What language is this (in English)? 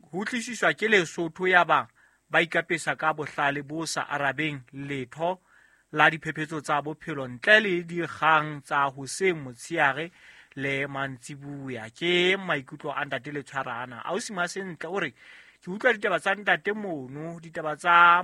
Southern Sotho